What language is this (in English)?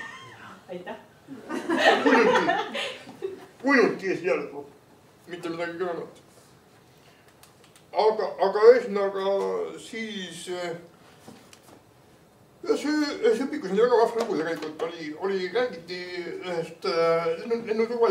Estonian